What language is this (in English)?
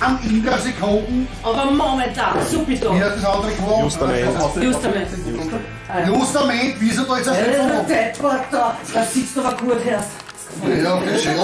Bavarian